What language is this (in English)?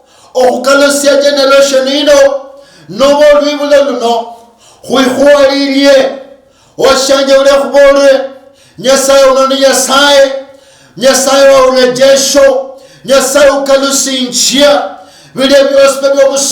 Luyia